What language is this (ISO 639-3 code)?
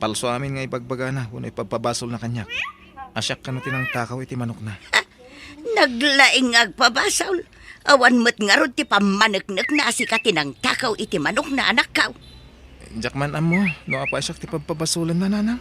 ilo